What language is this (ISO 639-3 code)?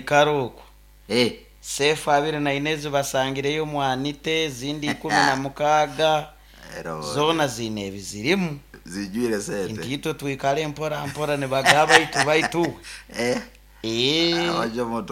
nyo